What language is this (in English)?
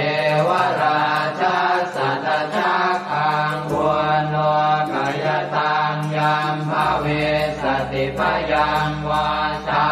Pali